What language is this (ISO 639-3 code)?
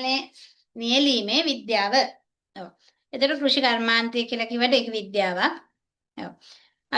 sin